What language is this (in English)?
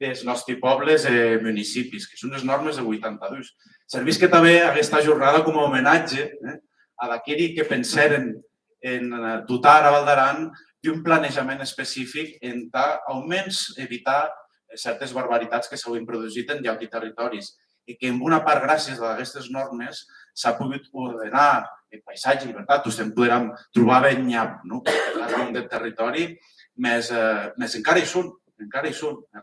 Occitan